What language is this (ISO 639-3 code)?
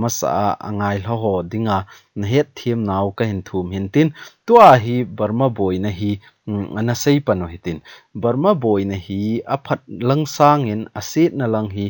tcz